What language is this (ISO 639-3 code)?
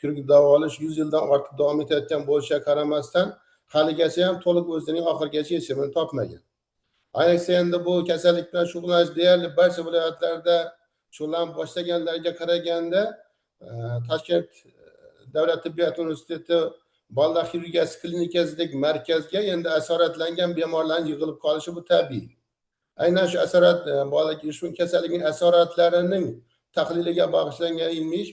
uzb